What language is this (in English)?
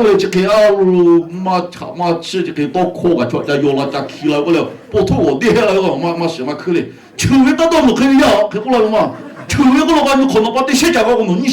Lahu